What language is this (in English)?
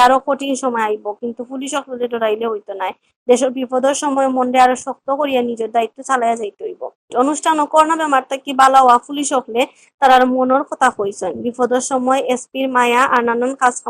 Sylheti